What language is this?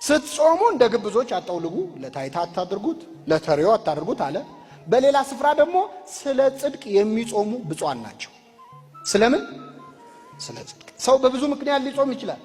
Amharic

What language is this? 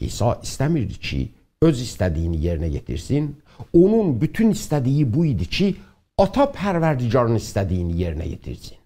South Azerbaijani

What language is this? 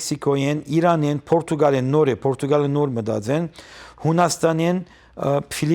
Western Armenian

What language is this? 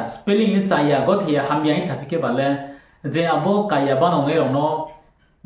Riang (India)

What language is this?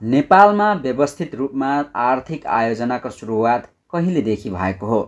Nepali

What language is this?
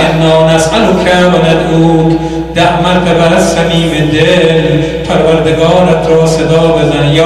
Persian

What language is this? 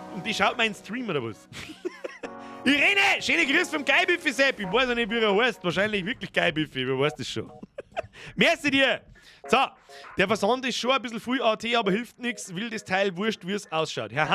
Bavarian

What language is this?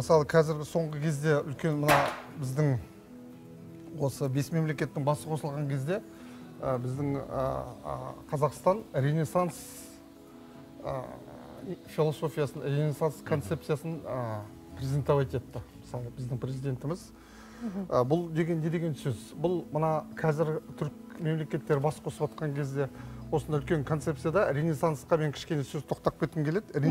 Kazakh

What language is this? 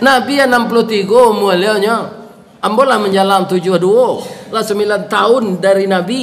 Minangkabau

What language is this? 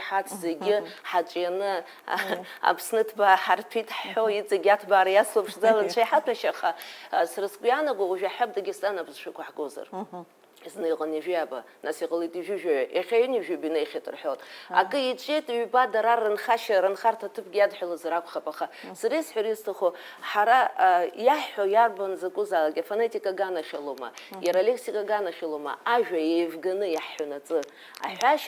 Abkhazian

